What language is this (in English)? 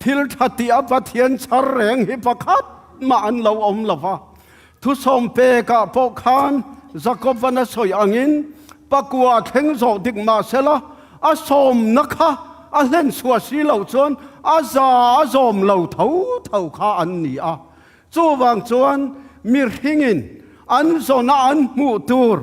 Tedim Chin